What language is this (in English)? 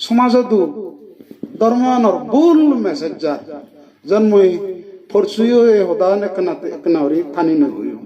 Chakma